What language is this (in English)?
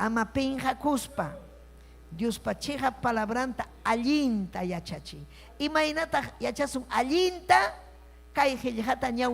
Ayacucho Quechua